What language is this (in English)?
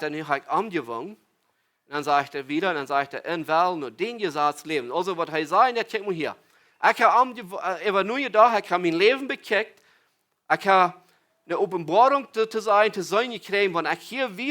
Plautdietsch